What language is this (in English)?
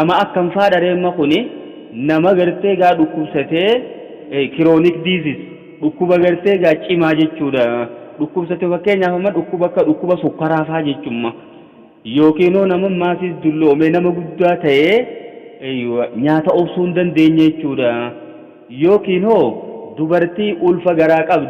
Oromo